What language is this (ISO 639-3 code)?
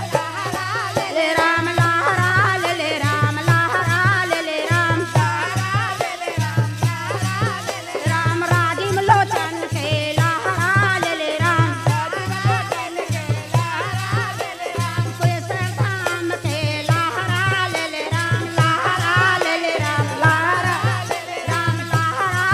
hne